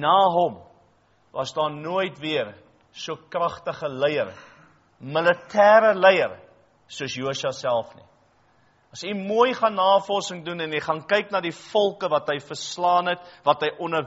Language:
Afrikaans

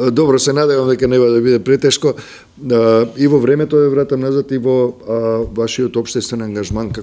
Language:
Macedonian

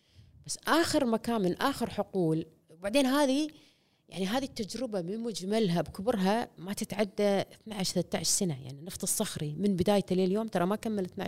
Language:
Gulf Arabic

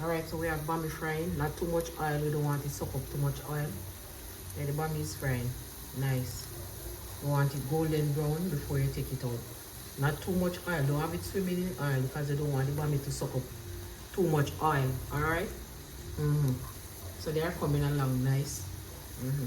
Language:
Jamaican Creole English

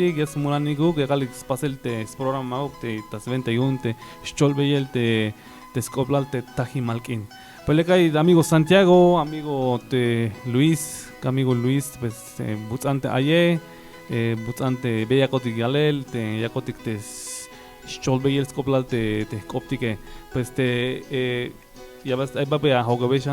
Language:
Tzeltal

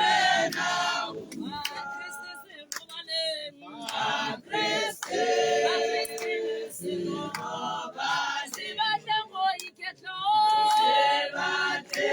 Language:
Tswana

